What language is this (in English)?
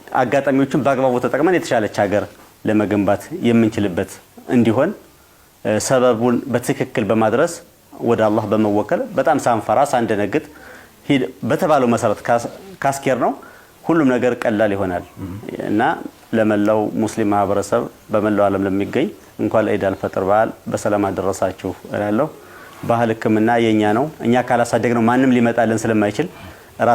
Amharic